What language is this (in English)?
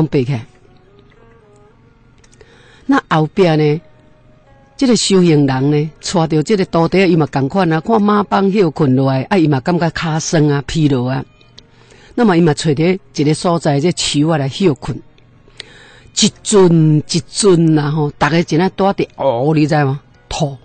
Min Nan Chinese